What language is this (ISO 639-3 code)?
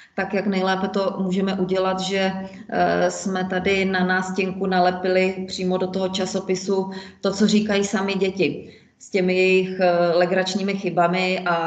ces